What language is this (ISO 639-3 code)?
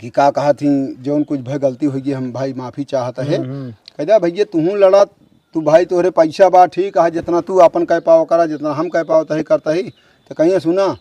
awa